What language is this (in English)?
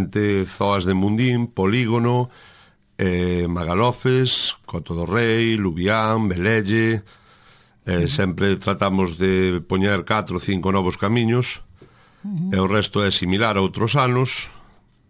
Galician